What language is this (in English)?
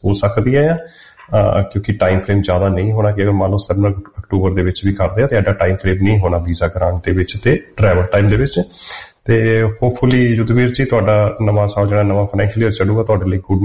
Punjabi